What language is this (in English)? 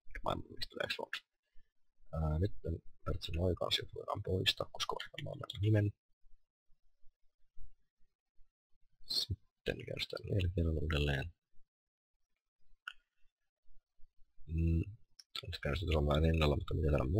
Finnish